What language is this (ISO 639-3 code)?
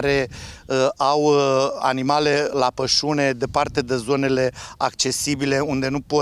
ron